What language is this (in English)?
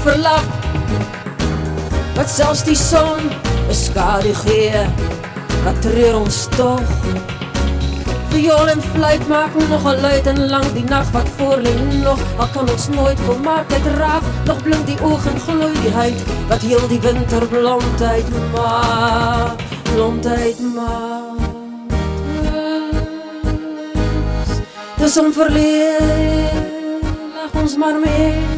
Afrikaans